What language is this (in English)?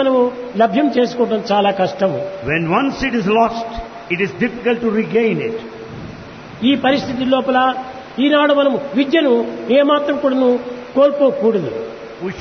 Telugu